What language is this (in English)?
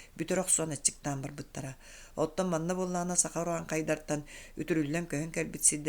Yakut